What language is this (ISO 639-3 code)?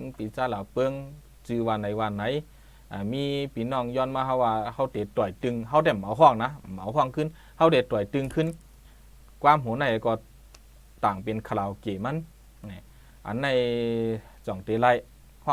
shn